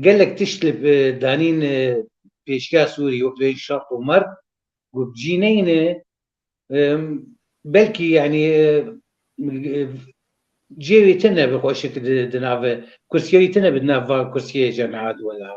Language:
Kurdish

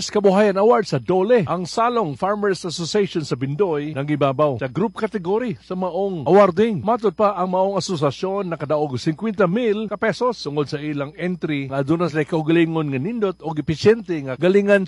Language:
Cebuano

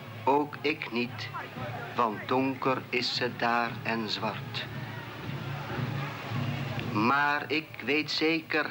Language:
Dutch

